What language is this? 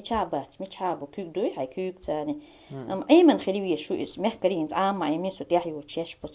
Chechen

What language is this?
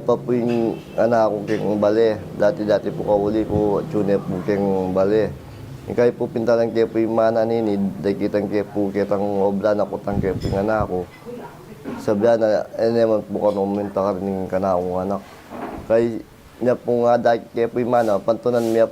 Pampanga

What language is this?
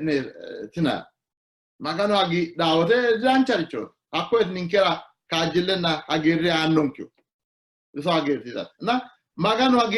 Sidamo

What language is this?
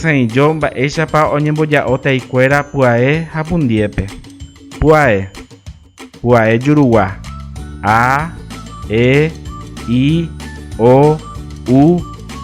Guarani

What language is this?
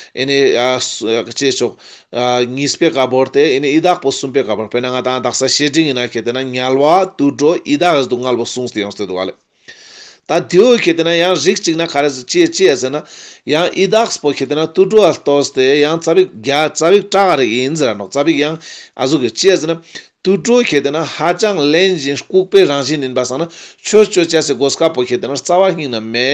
Ladakhi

